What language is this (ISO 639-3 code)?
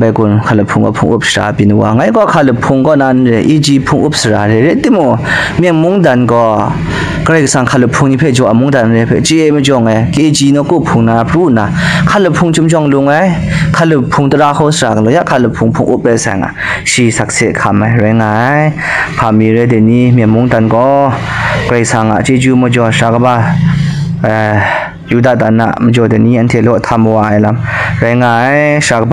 kac